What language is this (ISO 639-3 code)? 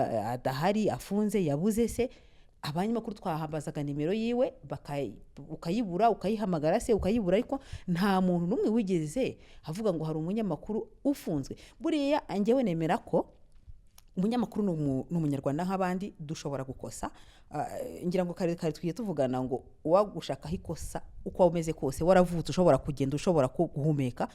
kin